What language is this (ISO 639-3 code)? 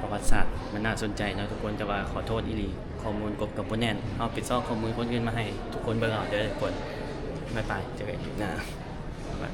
lao